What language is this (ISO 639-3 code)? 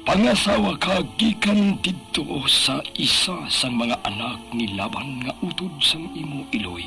hil